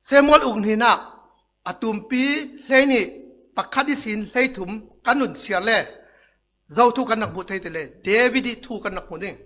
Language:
Falam Chin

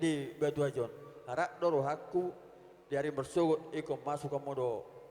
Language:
Batak Toba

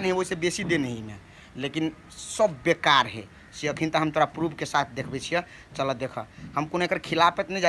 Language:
Maithili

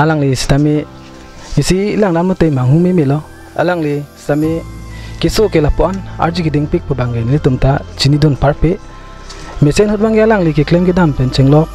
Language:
Karbi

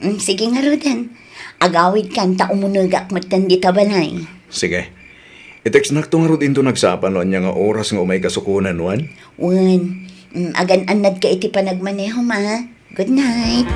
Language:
Iloko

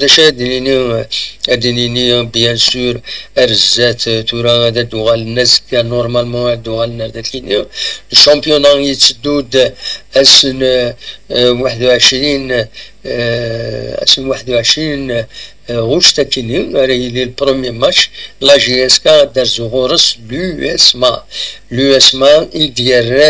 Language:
Kabyle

